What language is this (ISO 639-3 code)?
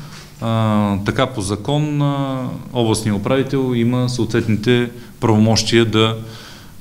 bul